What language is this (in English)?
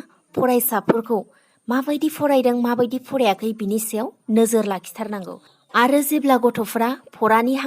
Bodo